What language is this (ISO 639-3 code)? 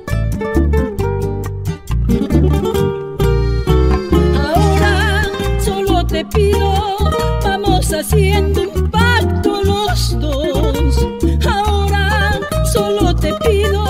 spa